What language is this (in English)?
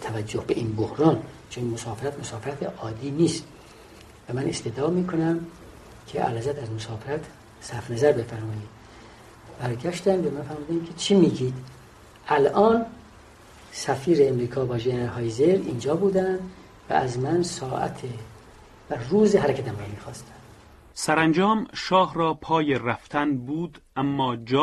Persian